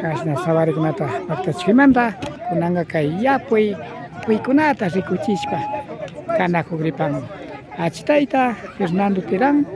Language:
Imbabura Highland Quichua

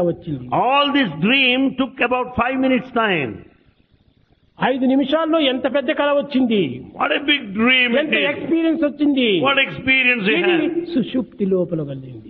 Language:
Telugu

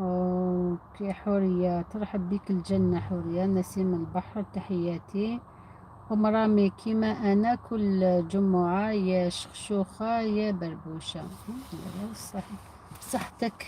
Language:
Algerian Arabic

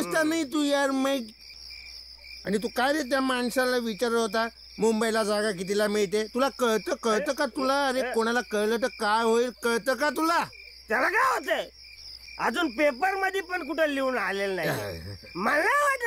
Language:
Marathi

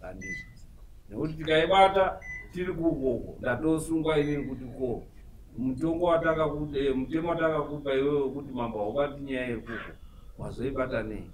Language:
Shona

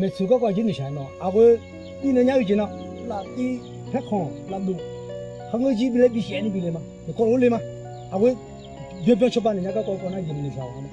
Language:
Akha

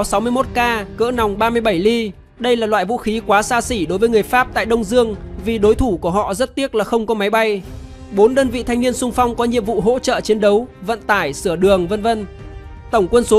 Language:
Vietnamese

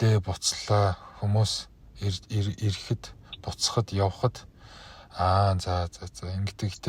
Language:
Mongolian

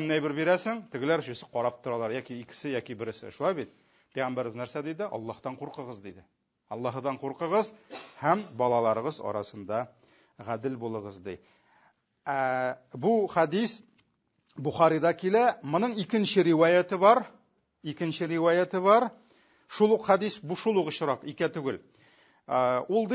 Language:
Tatar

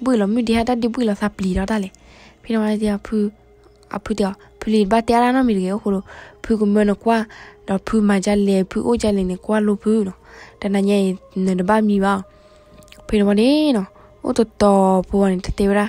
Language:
S'gaw Karen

